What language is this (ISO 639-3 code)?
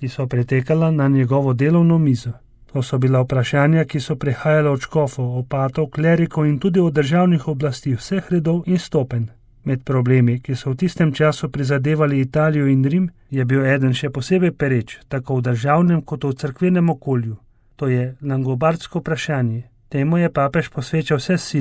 slv